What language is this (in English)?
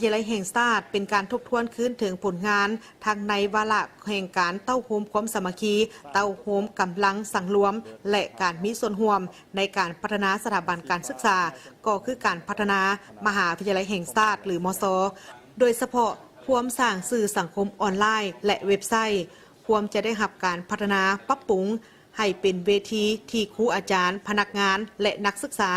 Lao